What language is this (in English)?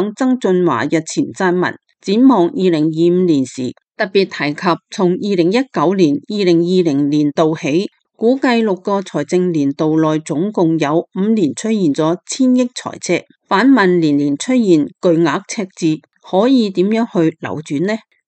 Cantonese